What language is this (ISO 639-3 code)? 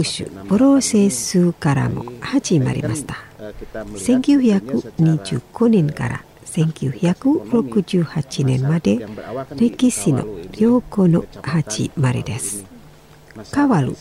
jpn